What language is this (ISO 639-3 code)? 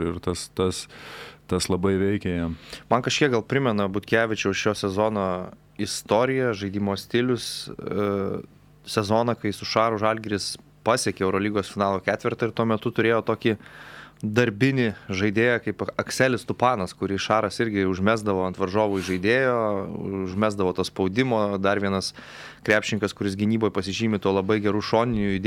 lit